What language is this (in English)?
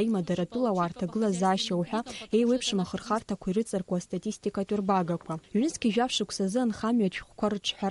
Abkhazian